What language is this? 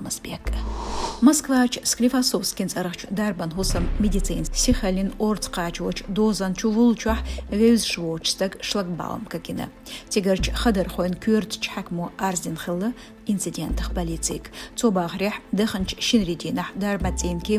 Chechen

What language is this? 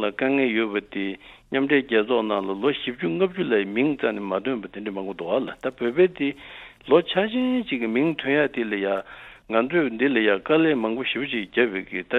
Tibetan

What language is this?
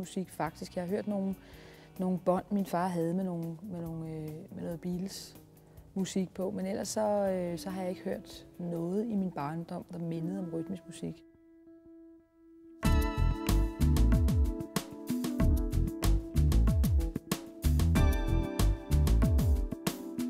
Danish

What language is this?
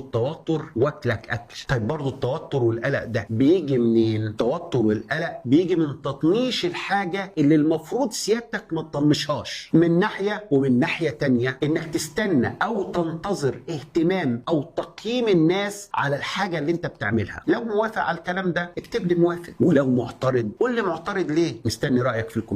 Egyptian Arabic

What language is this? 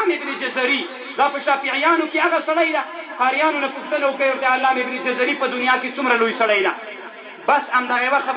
Pashto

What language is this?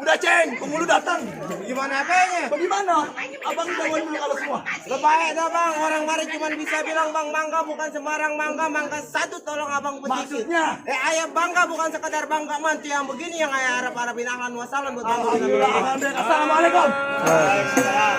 Betawi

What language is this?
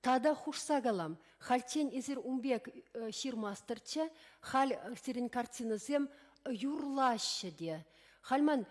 Chuvash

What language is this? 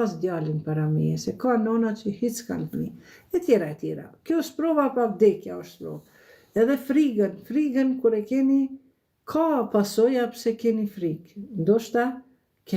Albanian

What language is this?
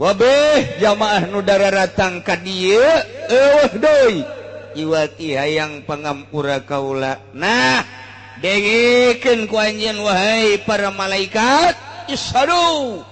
Sundanese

